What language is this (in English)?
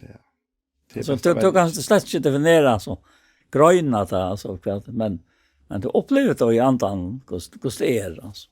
Faroese